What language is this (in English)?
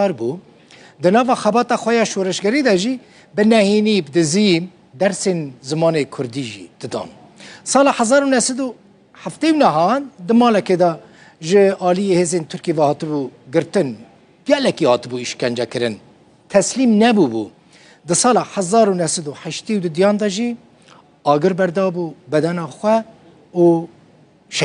Kurdish